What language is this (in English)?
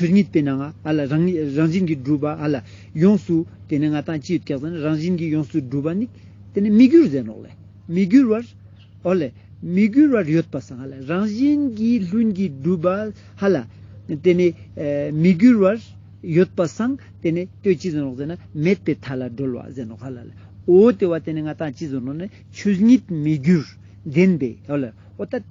Ladakhi